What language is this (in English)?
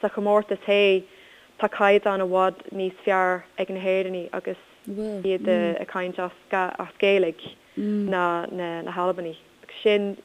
Irish